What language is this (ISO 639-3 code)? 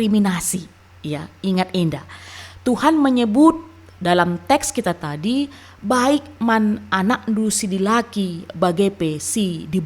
btx